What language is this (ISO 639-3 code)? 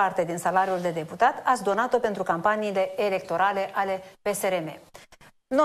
ron